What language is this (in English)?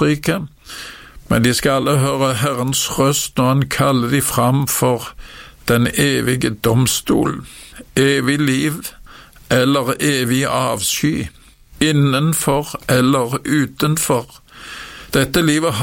Norwegian